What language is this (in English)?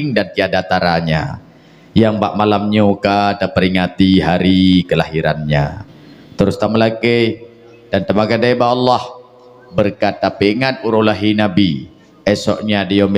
Achinese